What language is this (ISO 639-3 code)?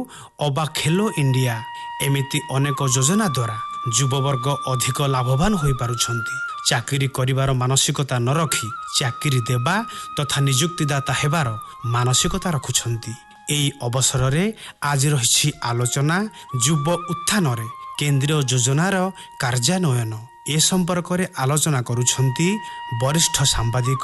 ori